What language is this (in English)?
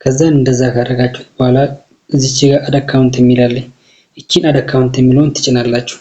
Amharic